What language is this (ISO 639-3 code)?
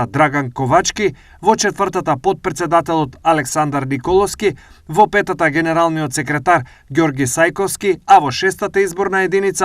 mkd